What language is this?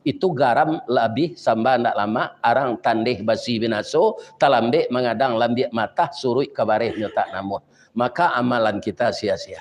Minangkabau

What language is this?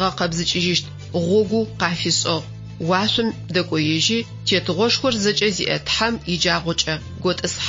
Adyghe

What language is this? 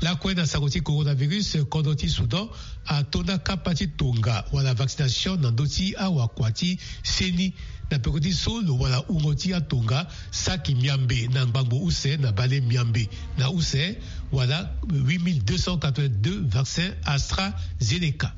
Sango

